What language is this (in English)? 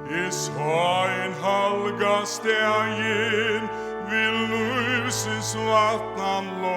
Faroese